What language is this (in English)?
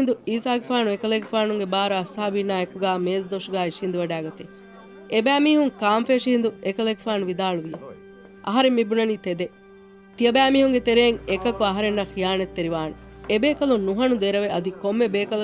Divehi